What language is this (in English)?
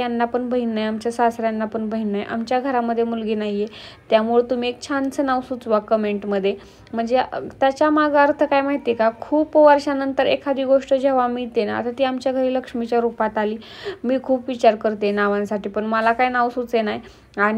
Marathi